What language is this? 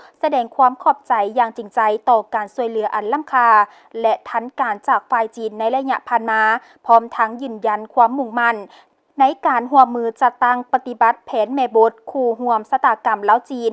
Lao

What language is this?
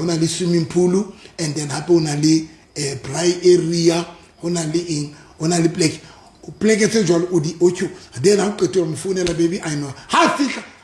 Southern Sotho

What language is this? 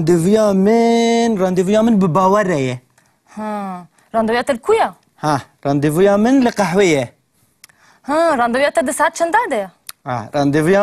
Kurdish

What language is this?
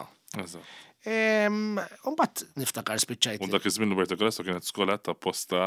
Maltese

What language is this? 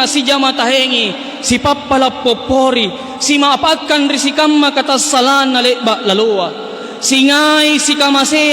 Makasar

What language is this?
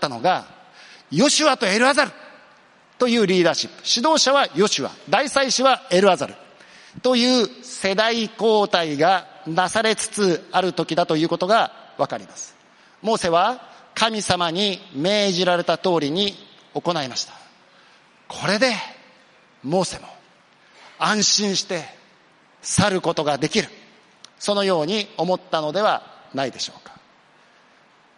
Japanese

